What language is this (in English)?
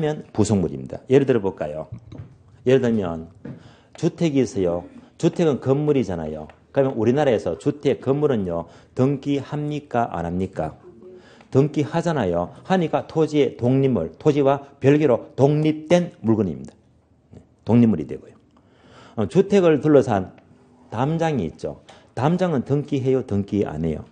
Korean